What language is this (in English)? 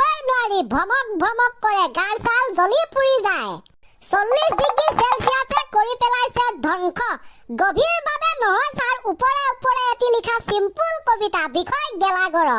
Assamese